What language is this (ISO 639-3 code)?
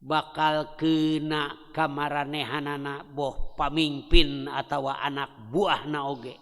sun